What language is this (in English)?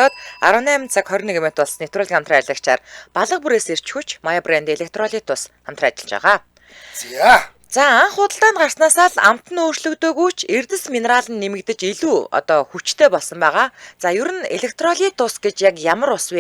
Mongolian